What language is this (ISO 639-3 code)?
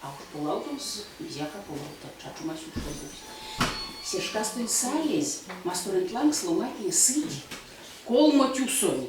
myv